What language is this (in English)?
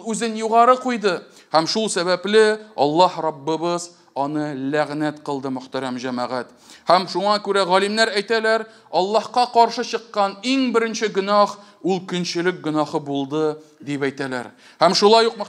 Tatar